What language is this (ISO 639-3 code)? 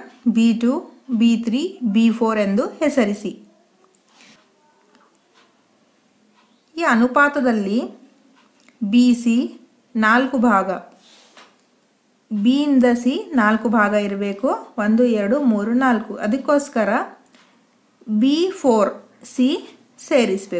kan